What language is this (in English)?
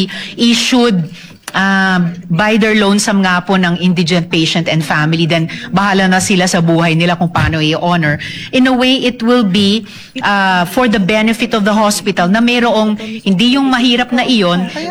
Filipino